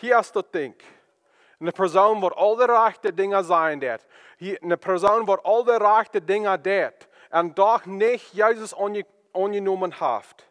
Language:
Plautdietsch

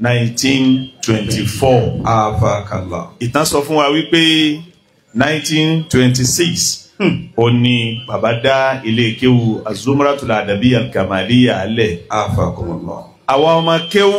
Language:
Yoruba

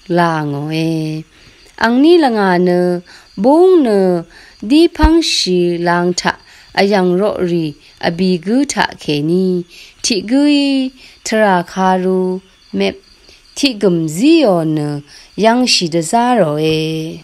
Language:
Rawang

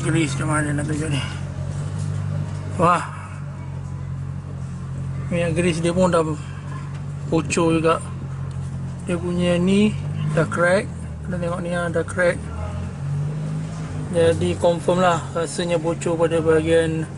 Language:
Malay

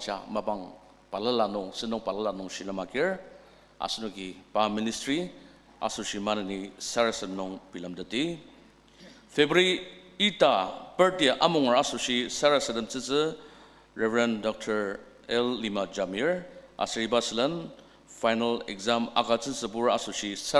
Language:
Ao Naga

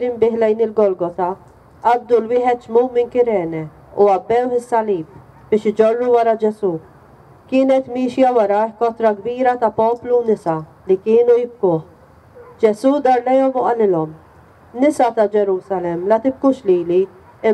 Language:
Maltese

